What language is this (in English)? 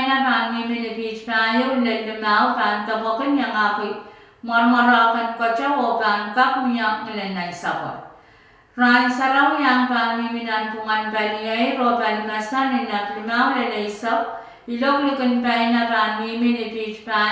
Pohnpeian